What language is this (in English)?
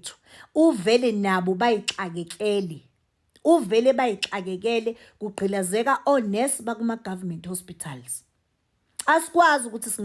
Zulu